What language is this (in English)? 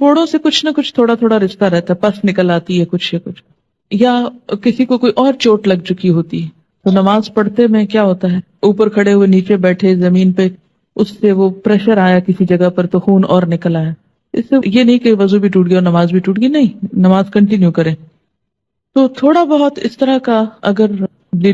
Urdu